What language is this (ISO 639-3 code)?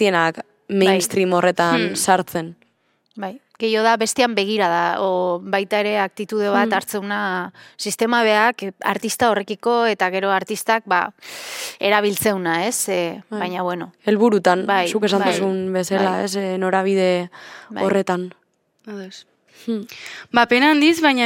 eus